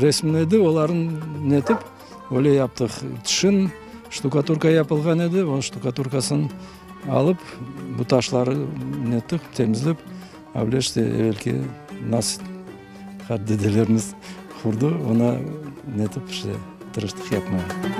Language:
Crimean Tatar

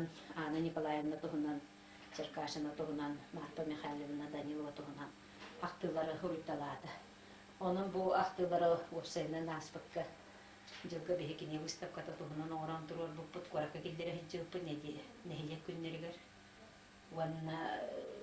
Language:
Yakut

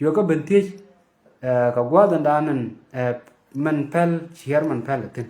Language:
Nuer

